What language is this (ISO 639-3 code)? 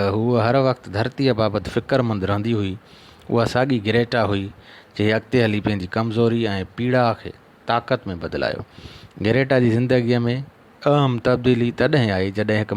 snd